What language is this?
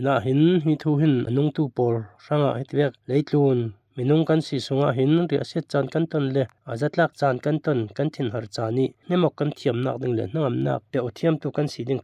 Falam Chin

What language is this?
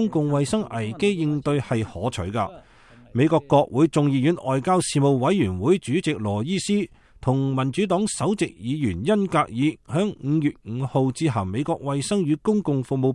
Cantonese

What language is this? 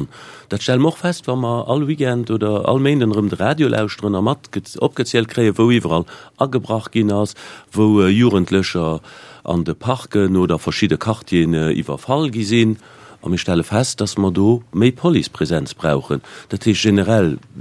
Luxembourgish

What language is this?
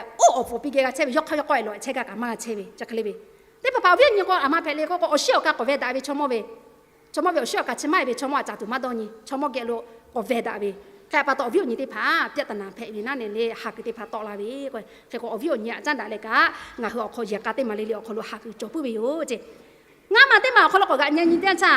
Lahu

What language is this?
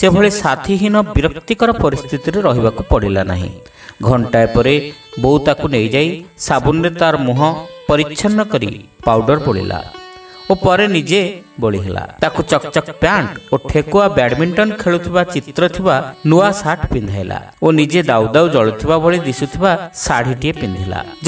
Odia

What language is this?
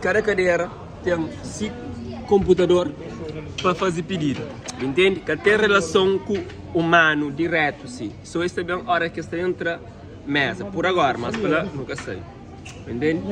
Kabuverdianu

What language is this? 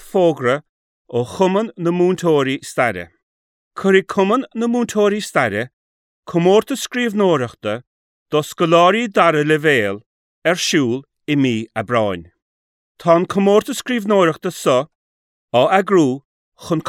Irish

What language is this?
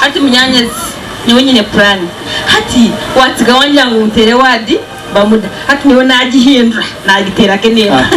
Nyankole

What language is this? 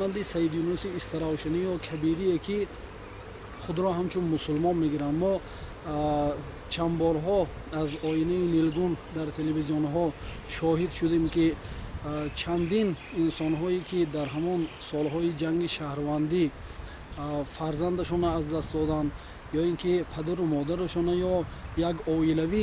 Tajik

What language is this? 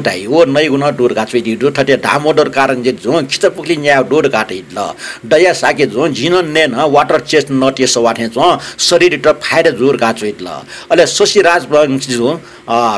Newari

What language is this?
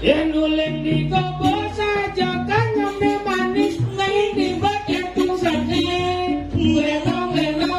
Balinese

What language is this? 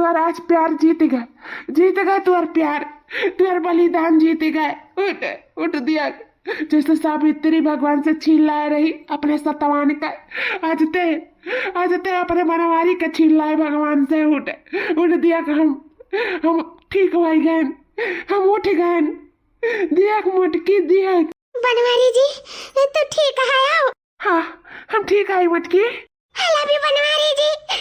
Awadhi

